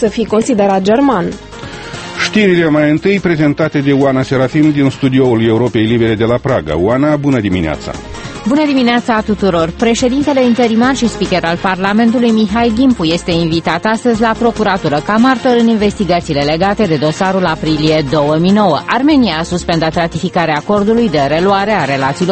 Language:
Romanian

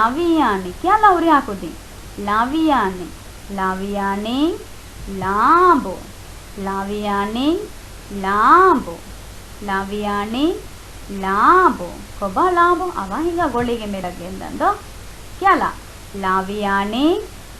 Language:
Divehi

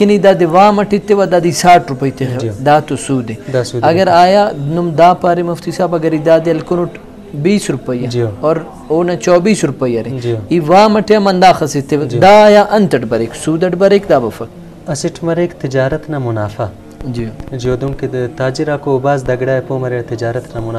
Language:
Brahui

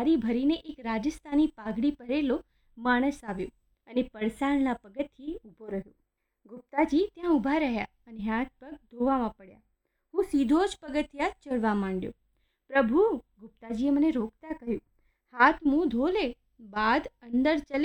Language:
Gujarati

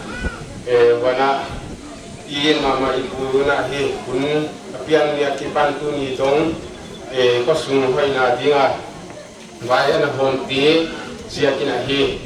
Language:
Tedim Chin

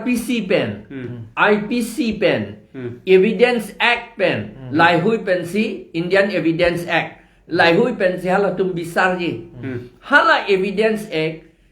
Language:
Karbi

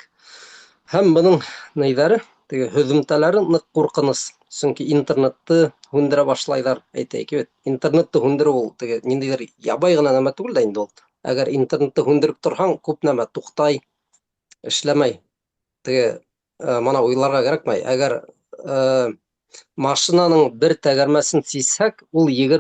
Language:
Bashkir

